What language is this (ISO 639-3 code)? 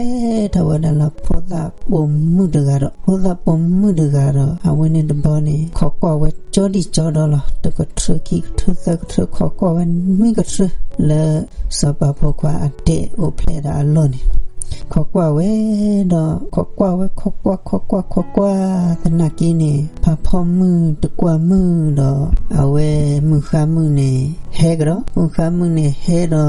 ksw